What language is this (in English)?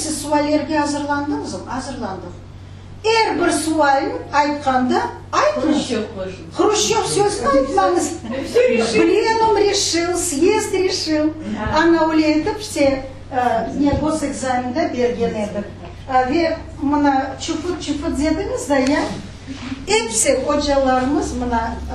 Crimean Tatar